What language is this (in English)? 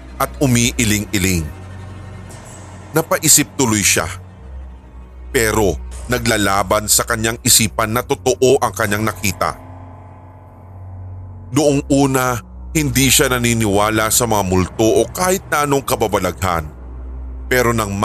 Filipino